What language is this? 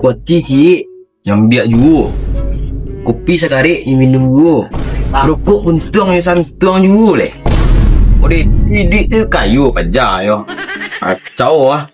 Minangkabau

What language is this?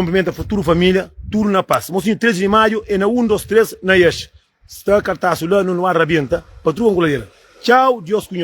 Kabuverdianu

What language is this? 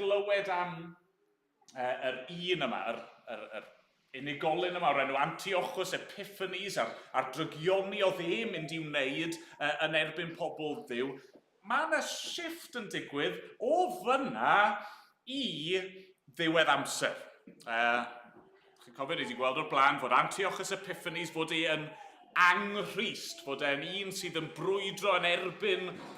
Welsh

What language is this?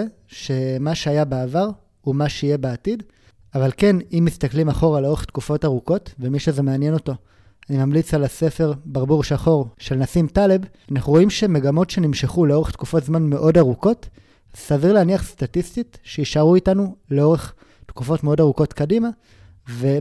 Hebrew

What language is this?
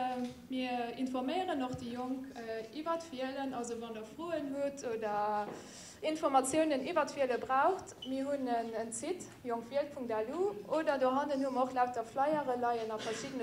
Luxembourgish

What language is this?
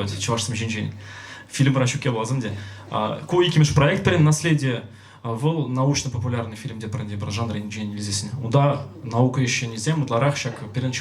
Chuvash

